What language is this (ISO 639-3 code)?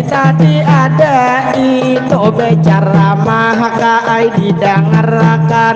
bjn